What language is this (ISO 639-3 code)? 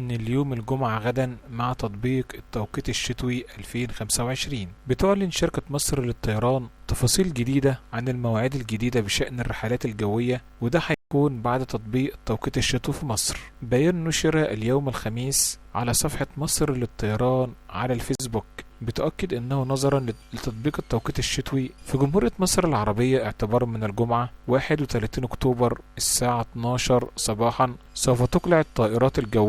arz